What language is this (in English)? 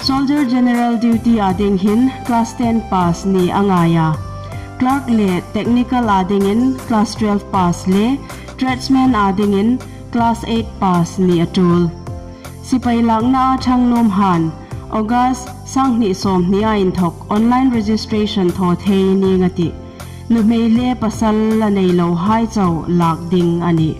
Hmar